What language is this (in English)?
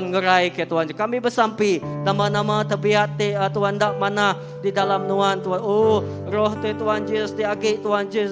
Iban